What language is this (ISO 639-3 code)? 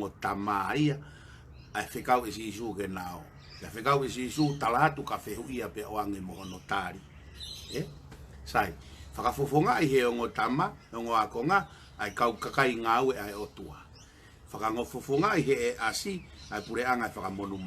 ton